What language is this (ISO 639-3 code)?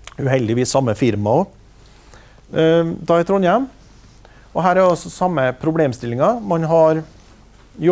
nor